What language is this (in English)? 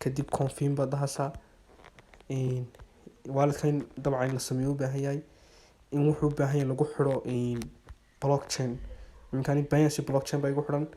Somali